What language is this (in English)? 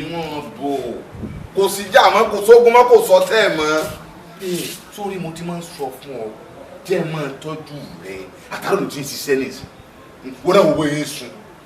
Yoruba